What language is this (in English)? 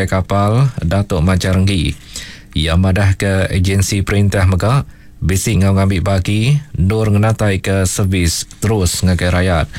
Iban